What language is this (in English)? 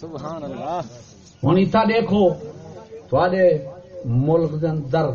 Saraiki